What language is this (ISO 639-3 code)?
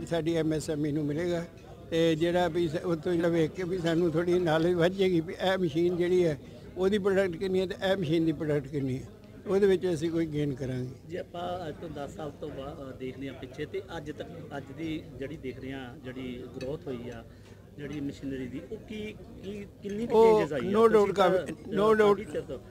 pan